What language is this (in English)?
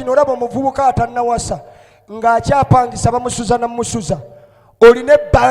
Ganda